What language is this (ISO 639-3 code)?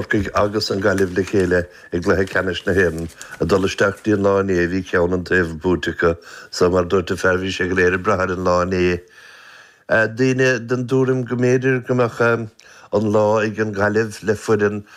gle